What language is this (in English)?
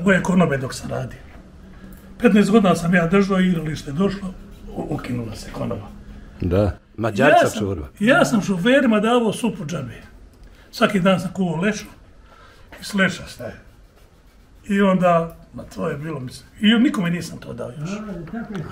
Bosnian